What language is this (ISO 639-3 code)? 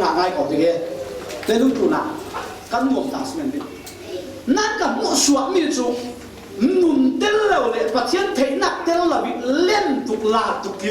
cfm